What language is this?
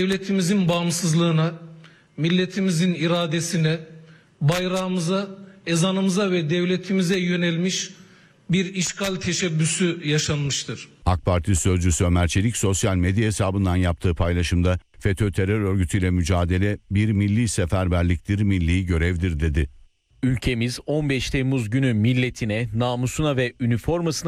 Turkish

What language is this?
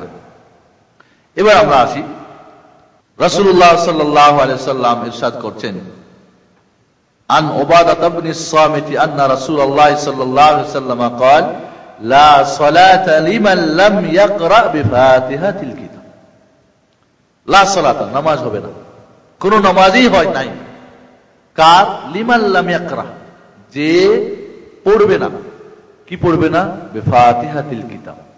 Bangla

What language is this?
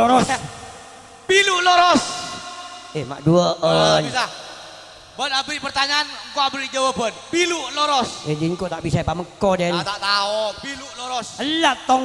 Madurese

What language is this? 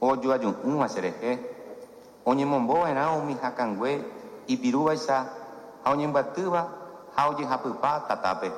Guarani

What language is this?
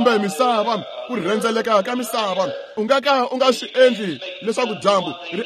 Tsonga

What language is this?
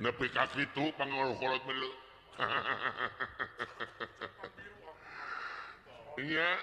Sundanese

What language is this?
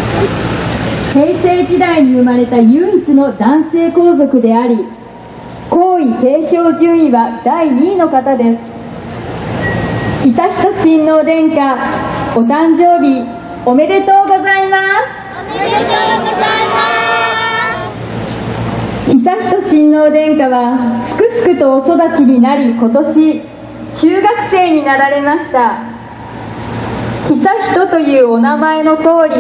Japanese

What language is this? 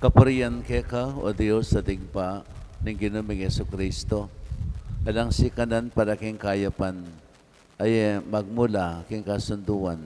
Pampanga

